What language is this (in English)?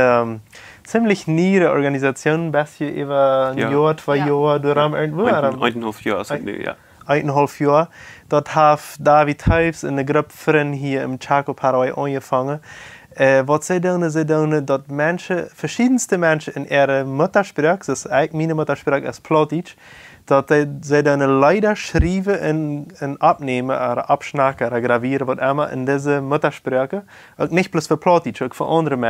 Plautdietsch